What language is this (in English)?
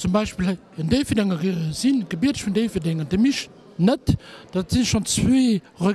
Luxembourgish